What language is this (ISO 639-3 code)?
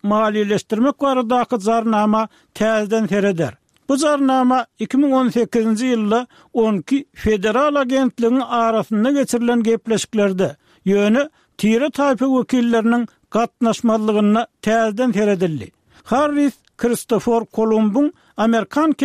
tuk